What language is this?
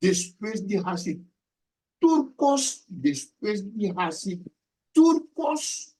Papiamento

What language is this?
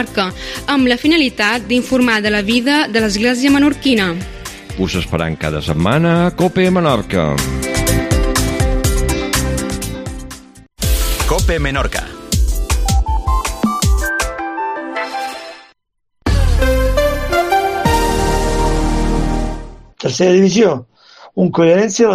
Catalan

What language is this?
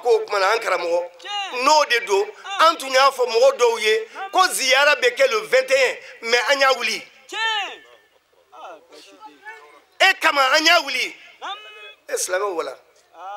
Bambara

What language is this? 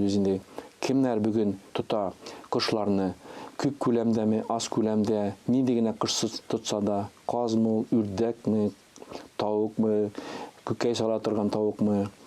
Tatar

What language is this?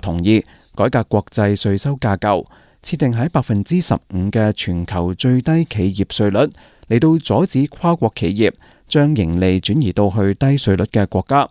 Cantonese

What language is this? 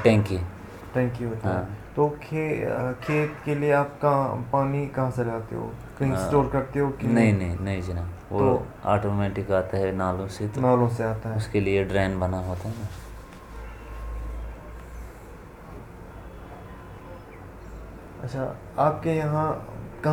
Urdu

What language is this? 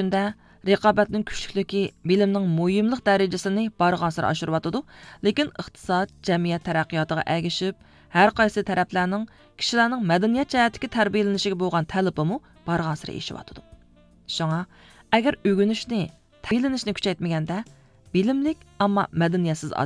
Uyghur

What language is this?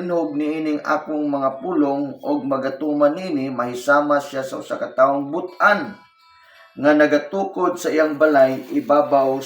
Cebuano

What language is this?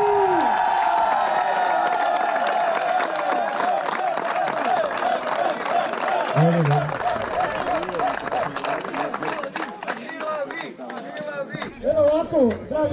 Croatian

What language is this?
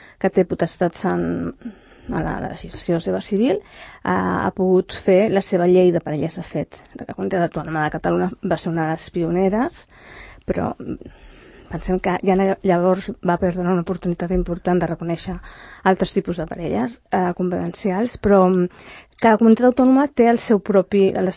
Catalan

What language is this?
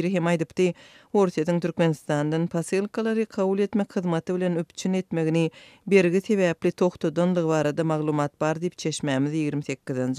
Turkmen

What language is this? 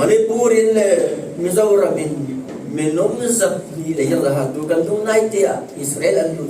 Falam Chin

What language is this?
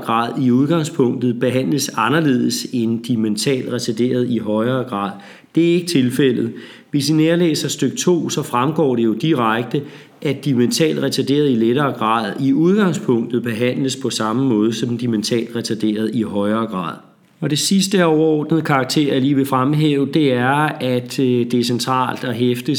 Danish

